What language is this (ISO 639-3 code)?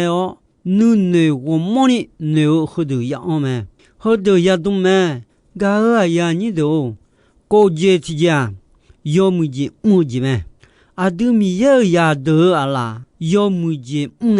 ahk